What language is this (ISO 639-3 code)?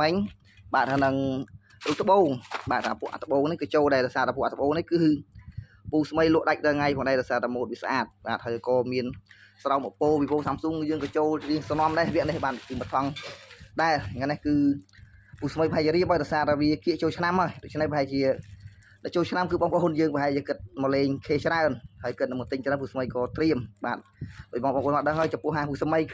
khm